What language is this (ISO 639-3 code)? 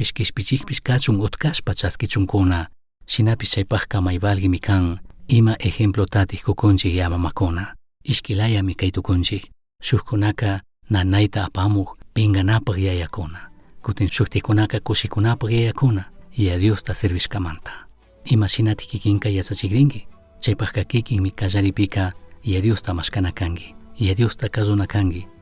qug